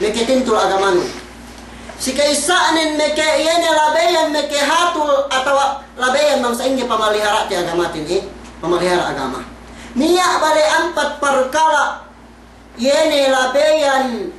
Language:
Yakan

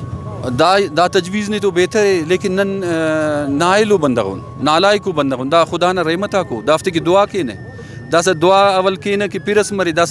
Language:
Brahui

